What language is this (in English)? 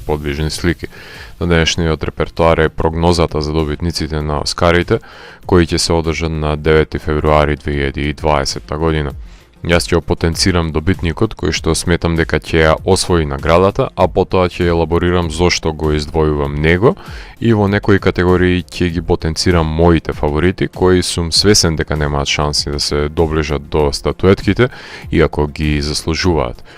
Macedonian